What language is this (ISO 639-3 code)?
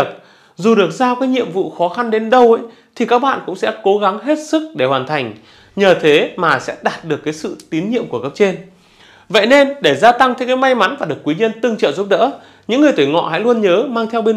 vie